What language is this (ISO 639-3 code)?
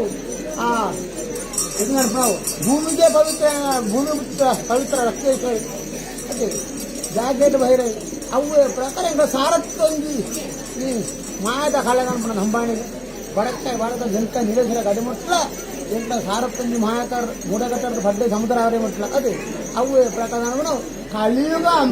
tcy